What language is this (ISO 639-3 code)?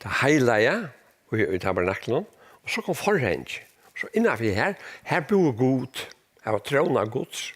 fao